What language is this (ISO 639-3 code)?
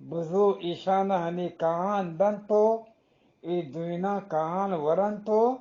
bgp